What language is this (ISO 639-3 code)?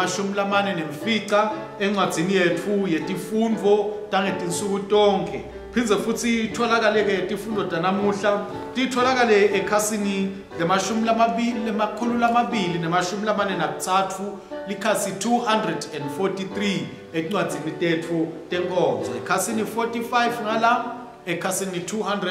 ssw